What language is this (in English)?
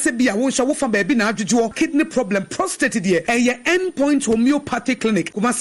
Akan